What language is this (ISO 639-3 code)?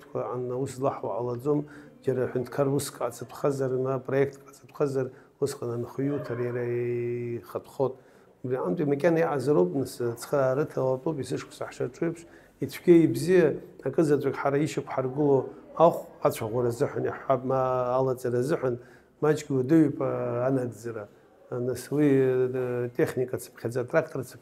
abk